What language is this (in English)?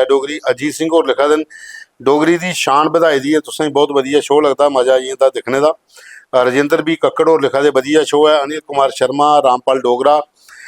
Dogri